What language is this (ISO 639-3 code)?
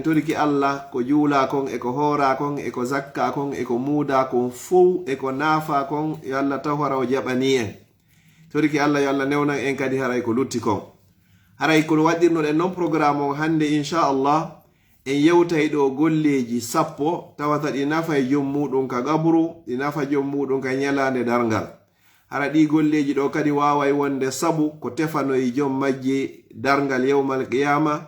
ful